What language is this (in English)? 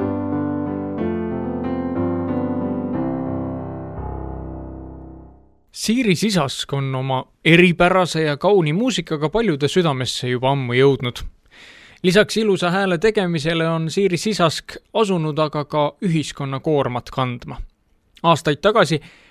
Estonian